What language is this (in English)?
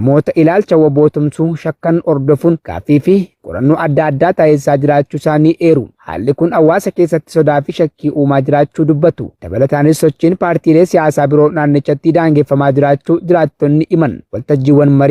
Oromo